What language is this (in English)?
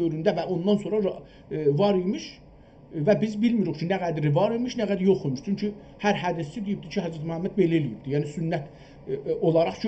South Azerbaijani